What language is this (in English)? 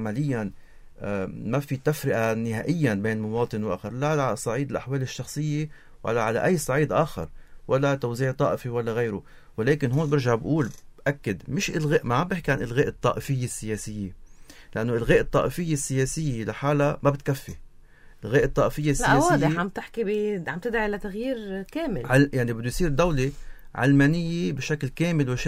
North Levantine Arabic